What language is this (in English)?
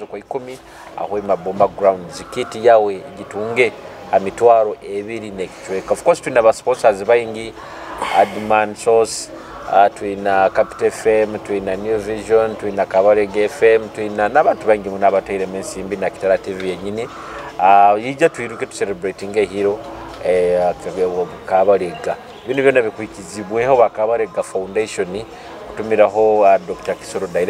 Nyoro